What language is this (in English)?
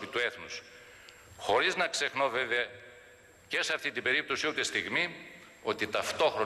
Greek